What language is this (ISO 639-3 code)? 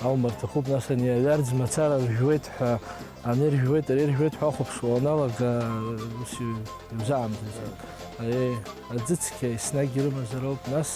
abk